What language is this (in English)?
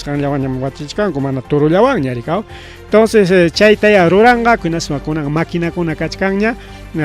Ayacucho Quechua